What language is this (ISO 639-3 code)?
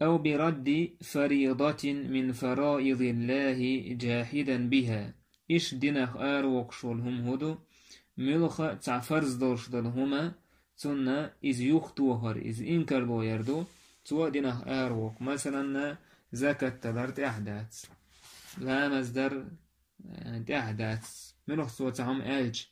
che